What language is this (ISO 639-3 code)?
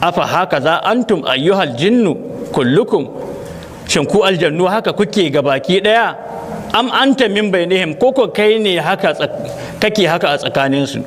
hau